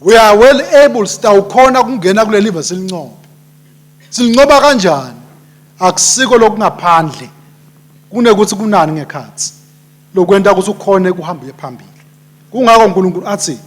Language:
Swati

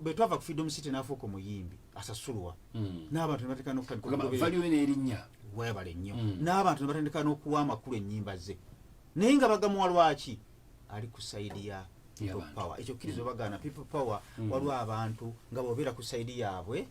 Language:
Ganda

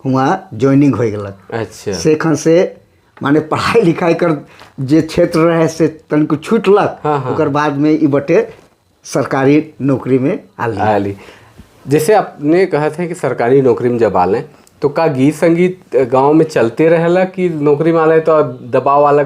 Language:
Sadri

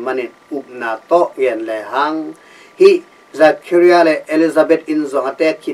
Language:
Tedim Chin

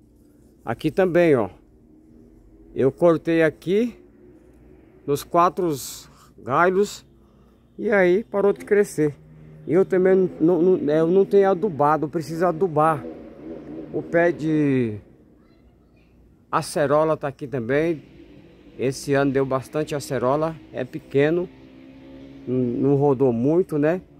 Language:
Portuguese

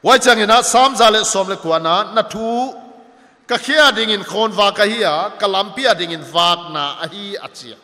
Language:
Paite Chin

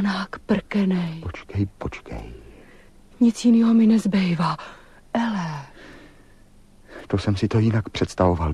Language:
Czech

